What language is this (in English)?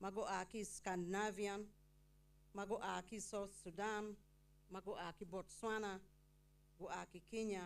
Acoli